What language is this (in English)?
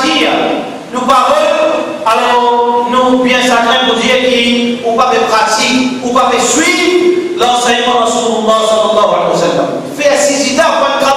Morisyen